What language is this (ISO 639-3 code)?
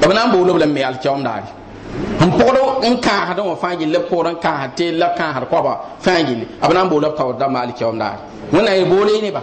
mos